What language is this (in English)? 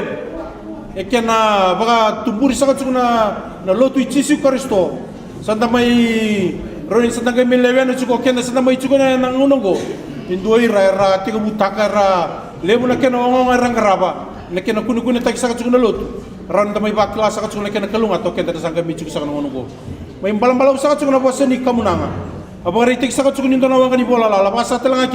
Fijian